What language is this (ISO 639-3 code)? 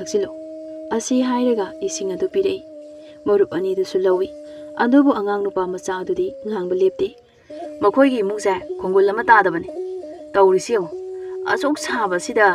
mni